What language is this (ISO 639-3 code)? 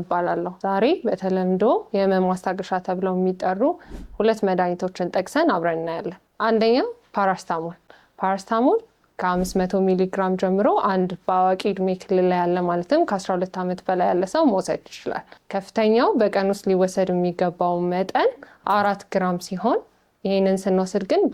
amh